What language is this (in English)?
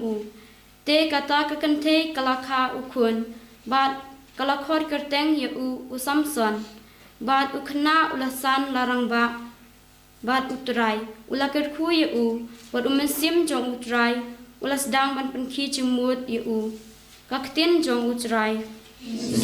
Khasi